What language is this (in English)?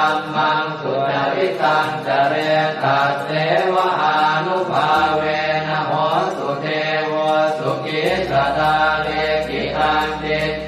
Pali